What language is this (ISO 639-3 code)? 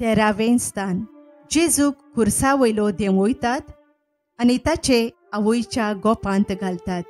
kok